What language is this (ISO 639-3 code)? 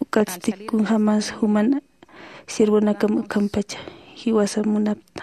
aym